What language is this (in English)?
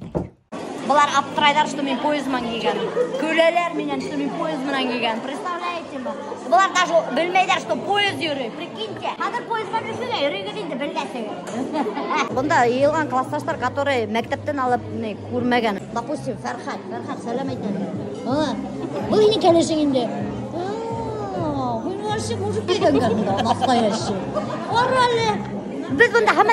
Bashkir